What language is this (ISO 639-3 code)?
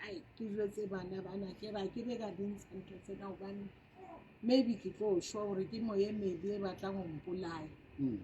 sot